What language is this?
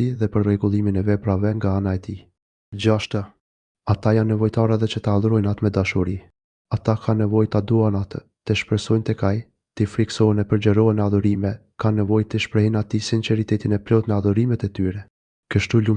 Albanian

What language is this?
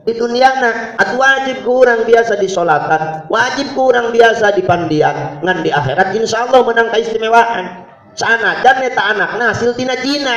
Sundanese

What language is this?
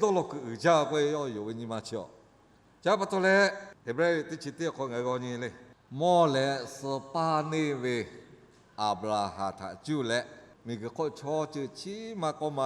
Lahu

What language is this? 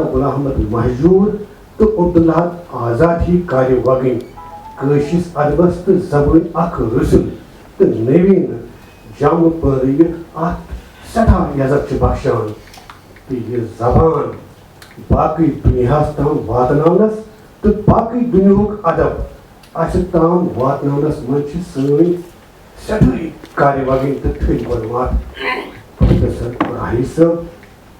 Kashmiri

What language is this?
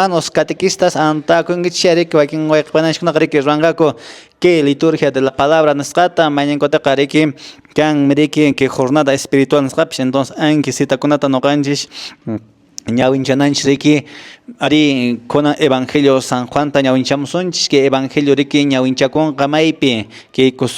Quechua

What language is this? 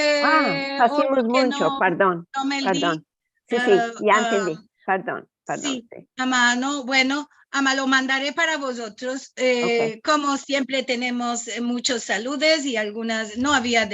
Ladino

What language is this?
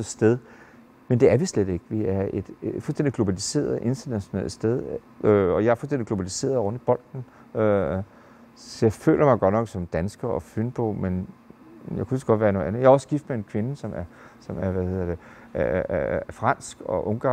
Danish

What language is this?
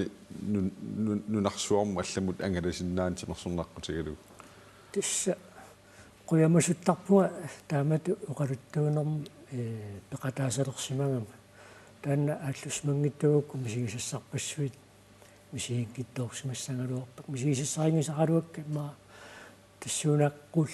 Kalaallisut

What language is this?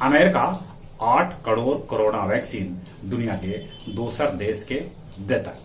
Magahi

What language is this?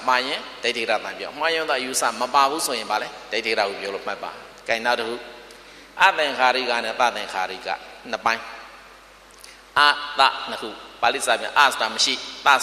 Burmese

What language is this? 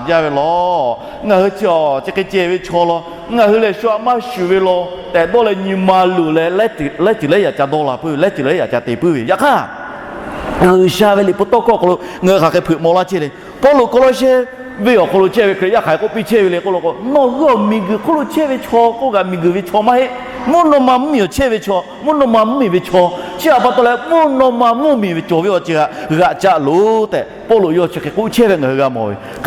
Lahu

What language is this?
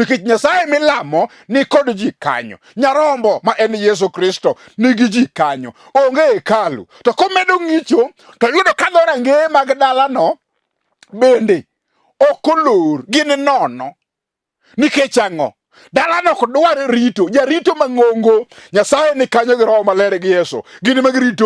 Luo (Kenya and Tanzania)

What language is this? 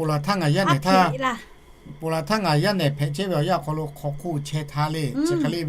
Lahu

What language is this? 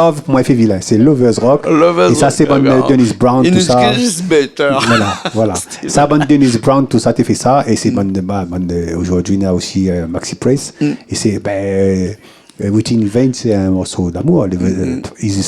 Réunion Creole French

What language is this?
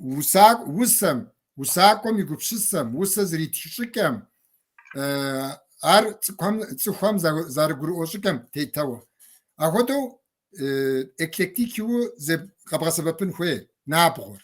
Kabardian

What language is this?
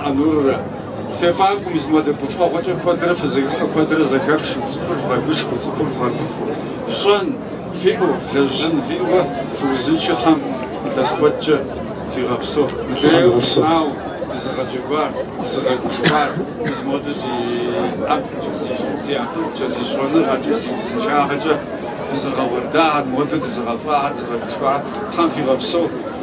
Kabardian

